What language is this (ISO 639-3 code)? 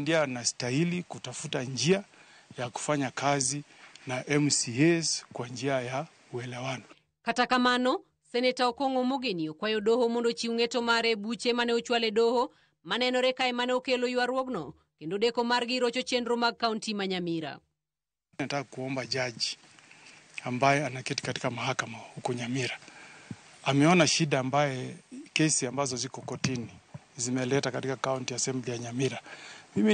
luo